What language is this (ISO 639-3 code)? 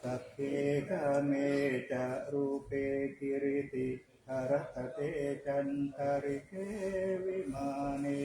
pli